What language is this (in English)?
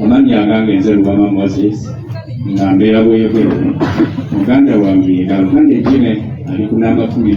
Ganda